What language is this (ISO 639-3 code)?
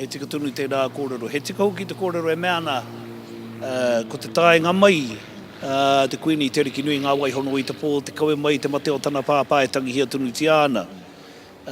mri